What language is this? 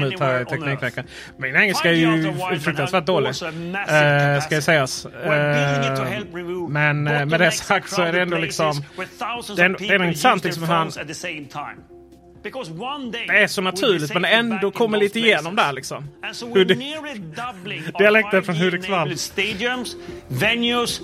Swedish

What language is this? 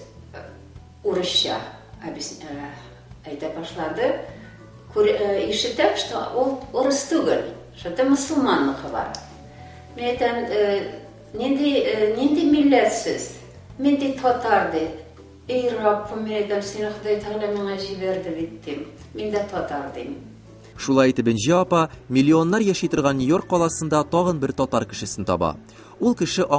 Tatar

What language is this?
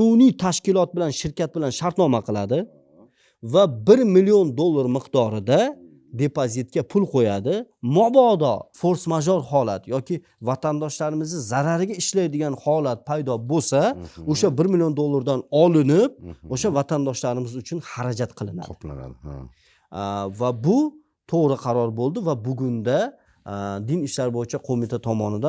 Uzbek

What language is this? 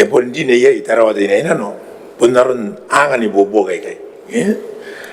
Gilbertese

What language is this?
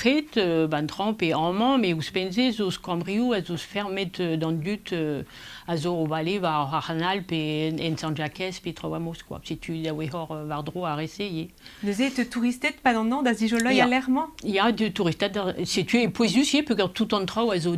Breton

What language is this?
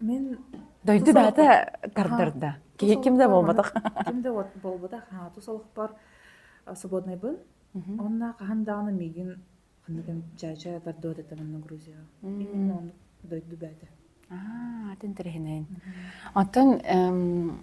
Yakut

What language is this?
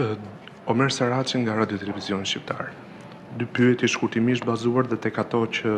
Albanian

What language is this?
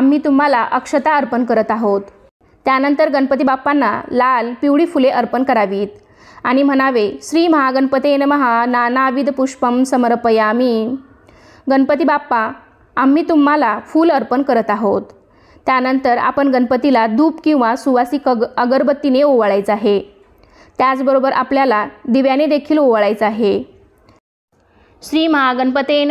Marathi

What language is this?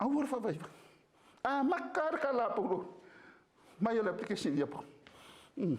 Samoan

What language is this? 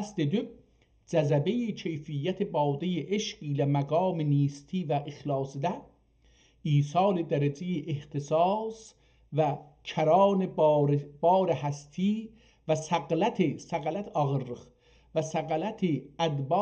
South Azerbaijani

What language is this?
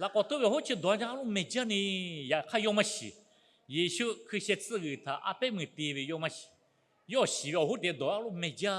Lahu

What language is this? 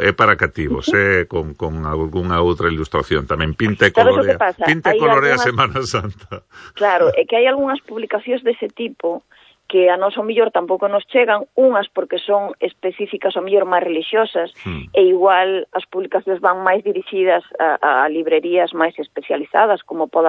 Galician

